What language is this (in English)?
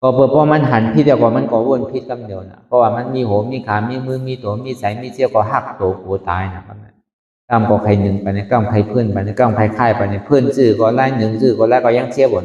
Shan